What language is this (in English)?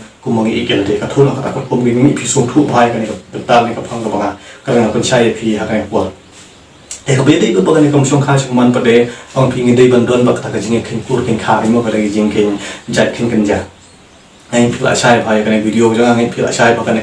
Khasi